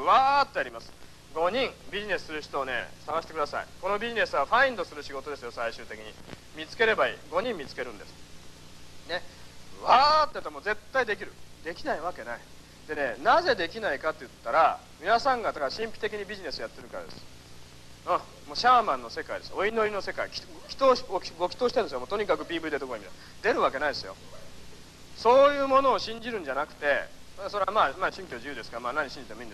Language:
Japanese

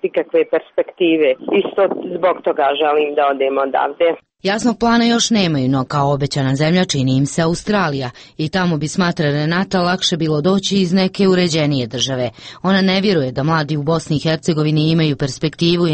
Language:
Serbian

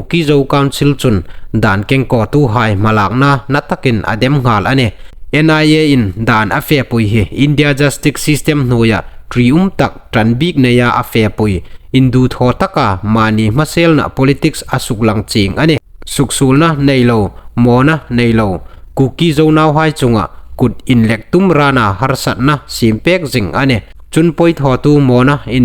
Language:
Hmar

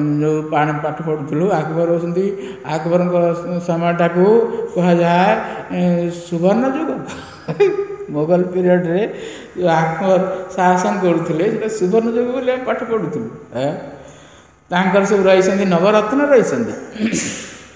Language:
Odia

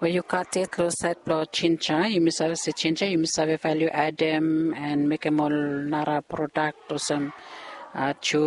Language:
Bislama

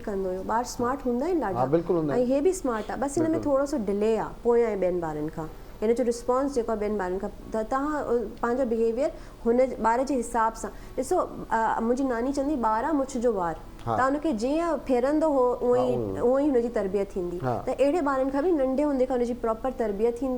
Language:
Sindhi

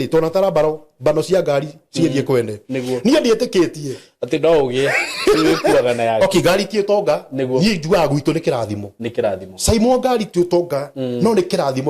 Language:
Kikuyu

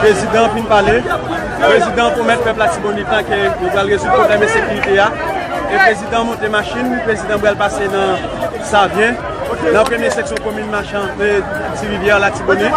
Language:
Haitian Creole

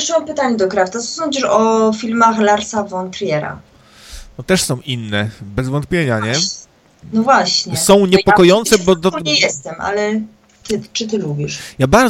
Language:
Polish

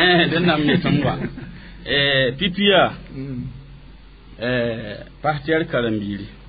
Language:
Mossi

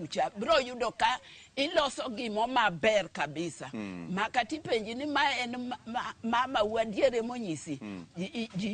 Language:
Luo (Kenya and Tanzania)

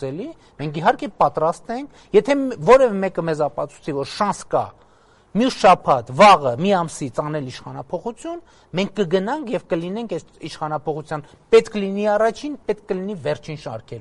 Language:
Armenian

